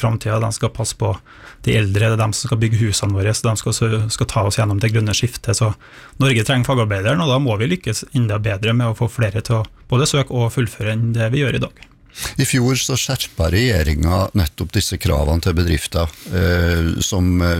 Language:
Norwegian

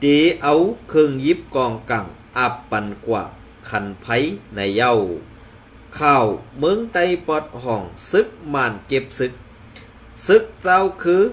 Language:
Shan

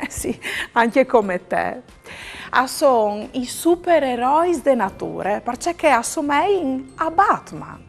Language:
Friulian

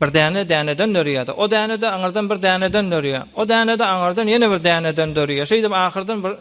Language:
Turkmen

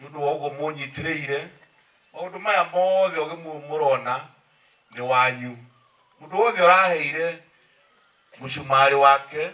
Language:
Kikuyu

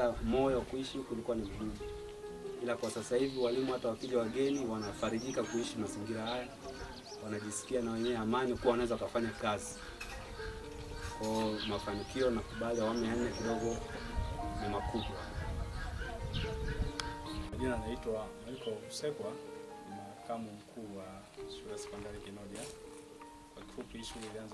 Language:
Swahili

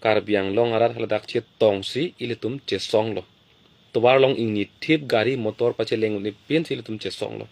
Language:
Karbi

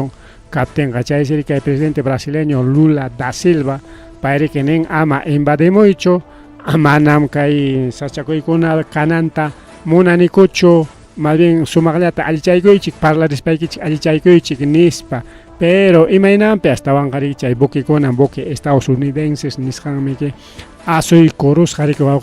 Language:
Ayacucho Quechua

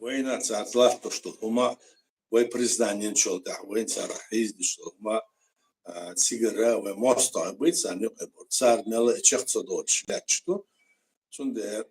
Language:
Chechen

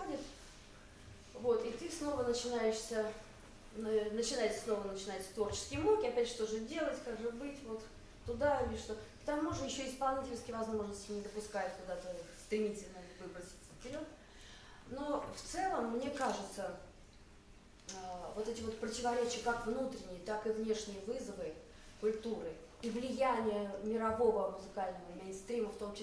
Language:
Russian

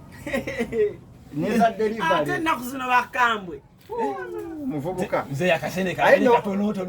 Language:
Ganda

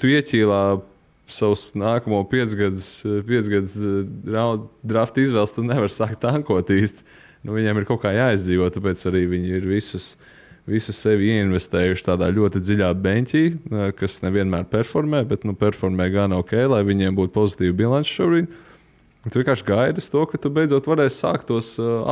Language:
Latvian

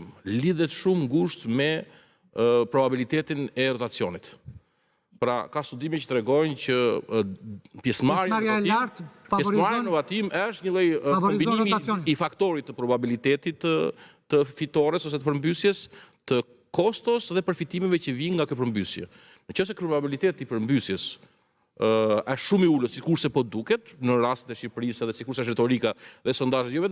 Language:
Albanian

